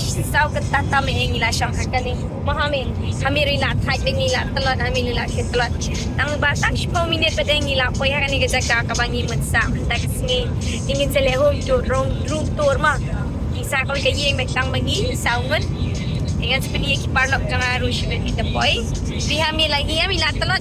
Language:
Khasi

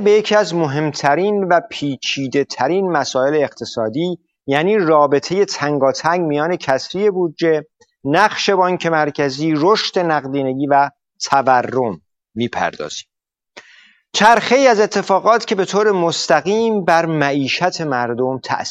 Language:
Persian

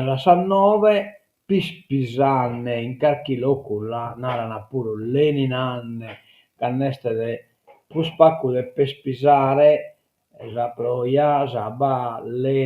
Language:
Sardinian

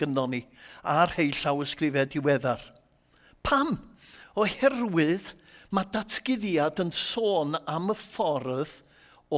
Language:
Welsh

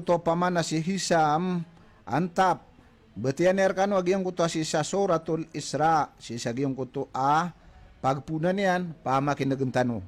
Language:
Maranao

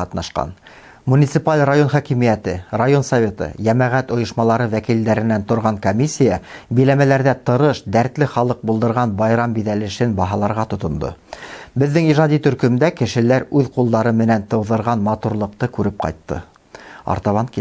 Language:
Bashkir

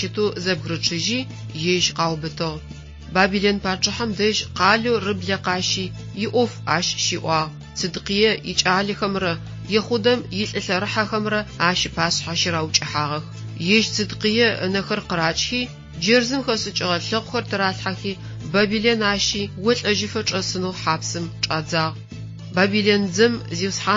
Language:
Adyghe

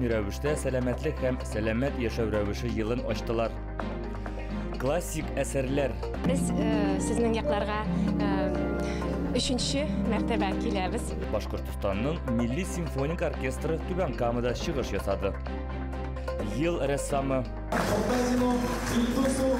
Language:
Tatar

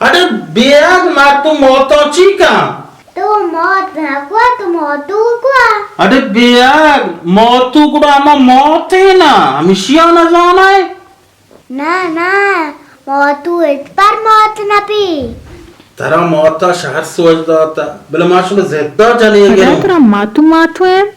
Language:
Baluchi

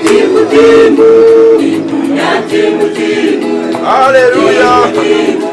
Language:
Nyankole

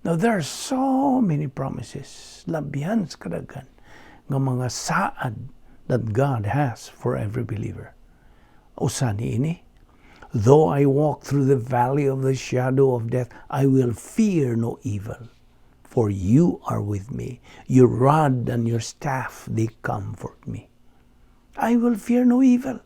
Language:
Cebuano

